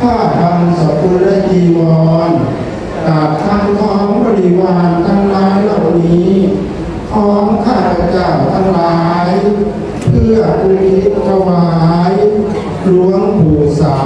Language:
Pali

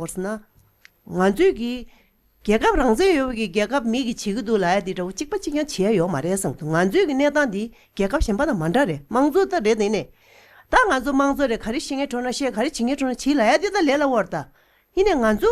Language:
Tibetan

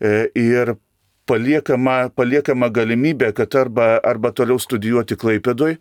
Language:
Lithuanian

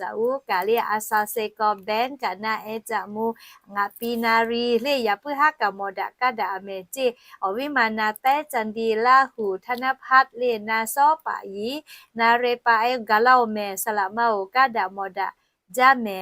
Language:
Lahu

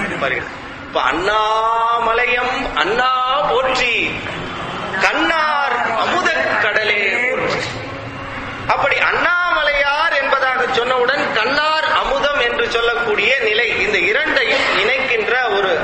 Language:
Tamil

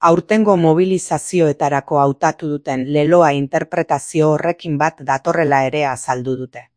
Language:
Basque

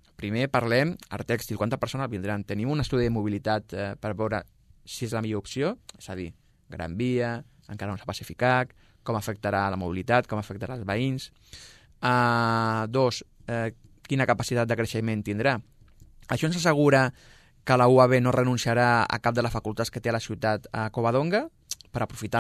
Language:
Catalan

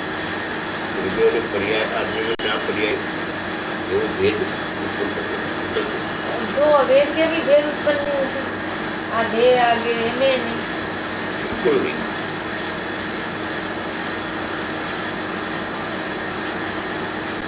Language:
Gujarati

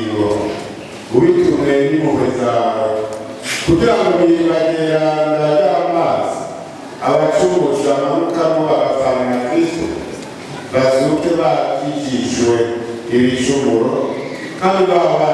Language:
Rundi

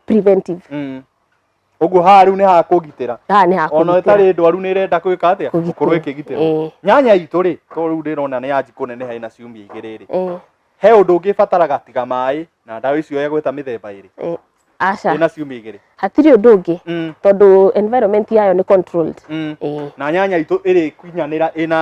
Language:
Kikuyu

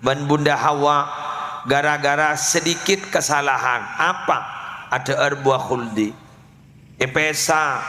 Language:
Madurese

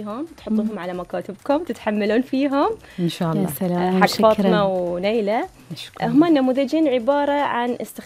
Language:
Gulf Arabic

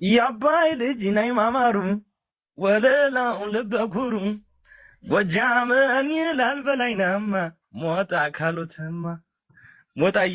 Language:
Amharic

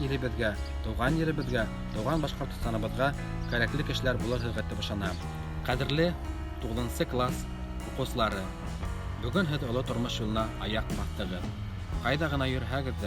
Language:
Bashkir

